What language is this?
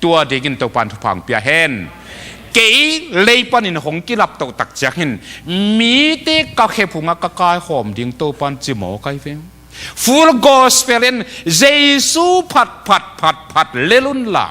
Tedim Chin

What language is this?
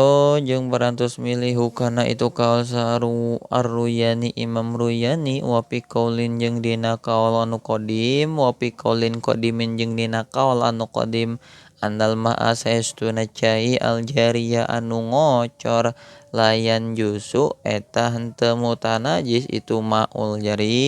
Sundanese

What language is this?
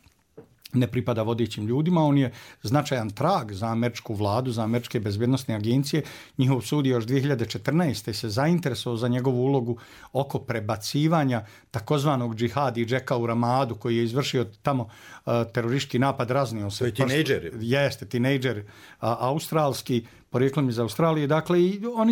Bosnian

